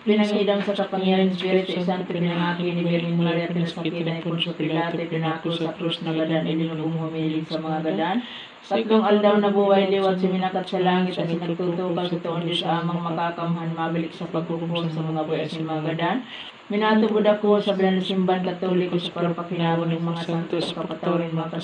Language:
Bikol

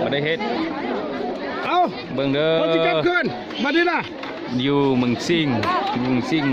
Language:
Lao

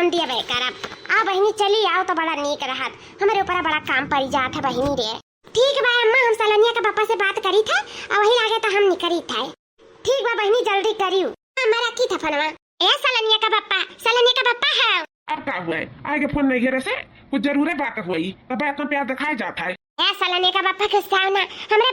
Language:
Awadhi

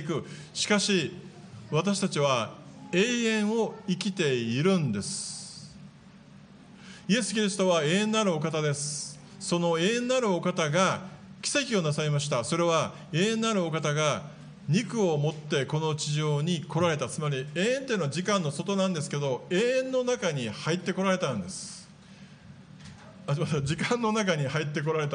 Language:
Japanese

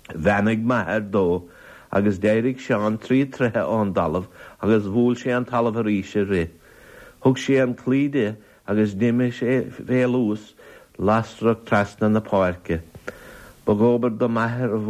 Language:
Irish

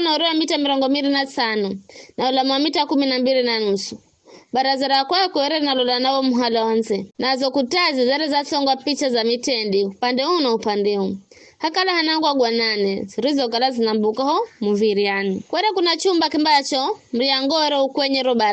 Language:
Giryama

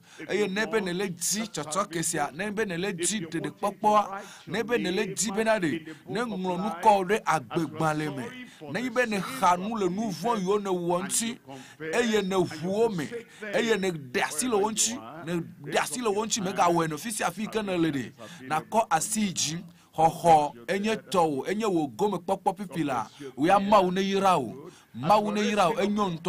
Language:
Ewe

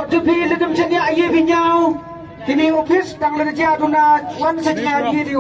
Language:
Khasi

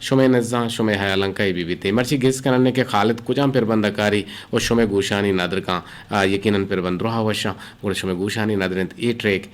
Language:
Eastern Balochi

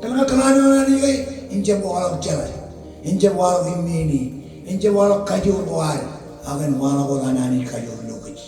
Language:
Marshallese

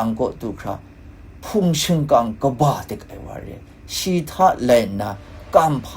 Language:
Kachin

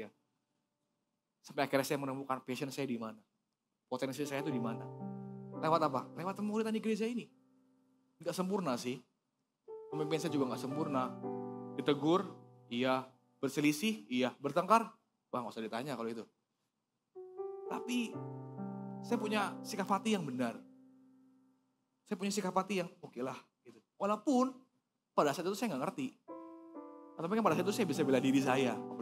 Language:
Indonesian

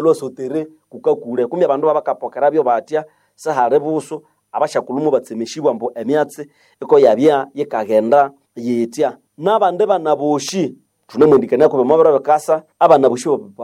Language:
Nande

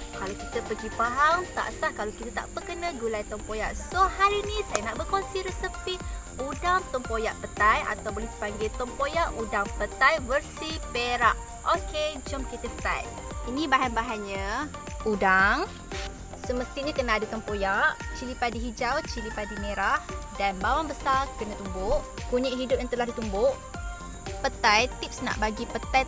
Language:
Malay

